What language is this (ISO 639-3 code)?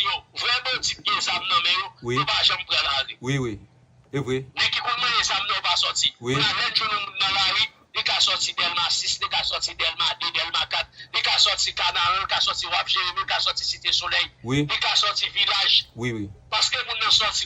hat